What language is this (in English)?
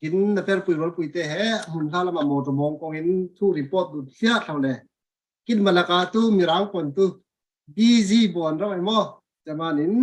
Falam Chin